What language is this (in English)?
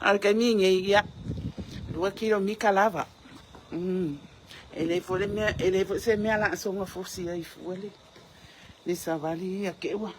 Samoan